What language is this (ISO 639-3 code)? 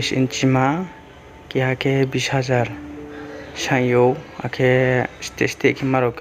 ria